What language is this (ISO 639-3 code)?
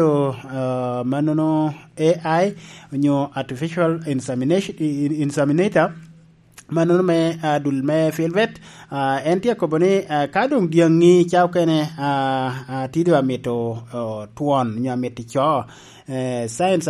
laj